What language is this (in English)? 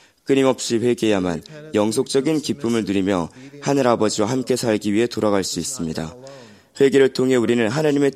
Korean